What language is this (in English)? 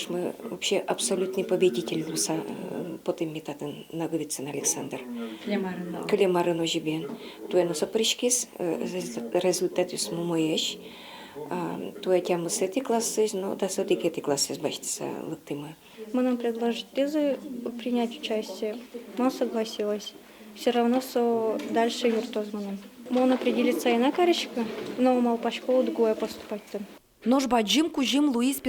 Udmurt